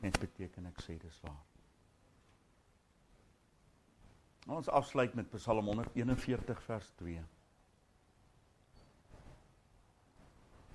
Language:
Afrikaans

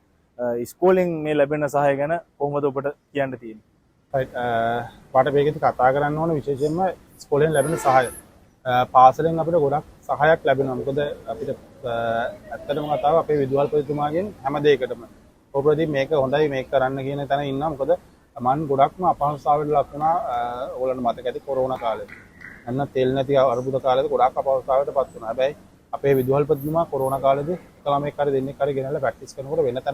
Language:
Sinhala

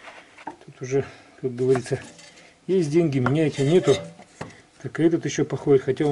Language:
Russian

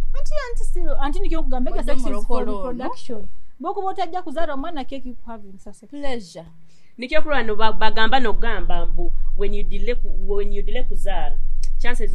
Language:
Nyoro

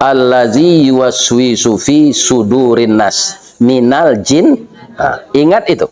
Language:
Minangkabau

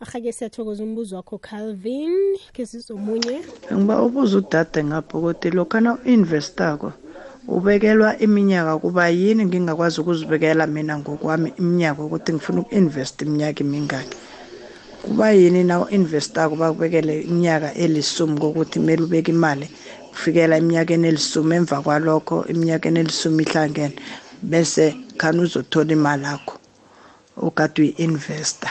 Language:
South Ndebele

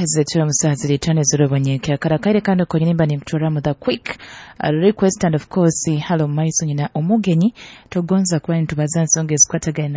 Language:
Nyoro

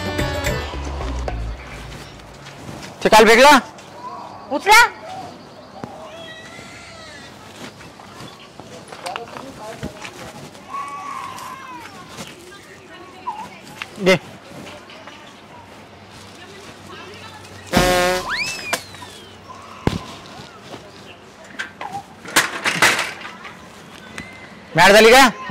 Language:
Marathi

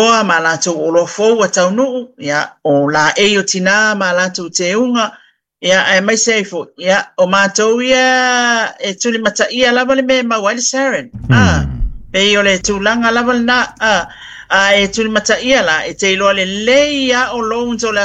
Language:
Samoan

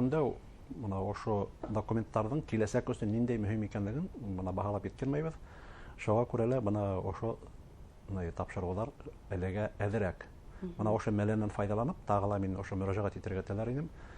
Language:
Bashkir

